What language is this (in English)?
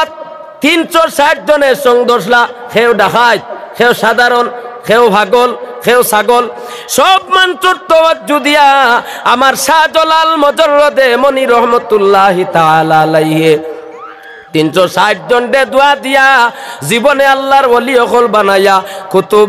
Sylheti